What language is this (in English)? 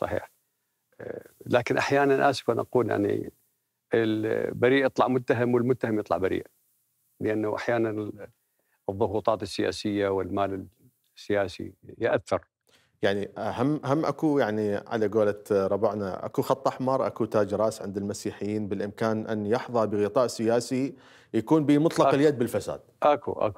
Mesopotamian Arabic